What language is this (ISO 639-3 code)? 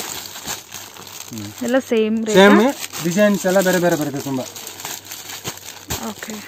kan